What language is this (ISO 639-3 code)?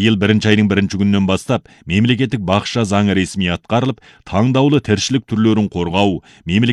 kaz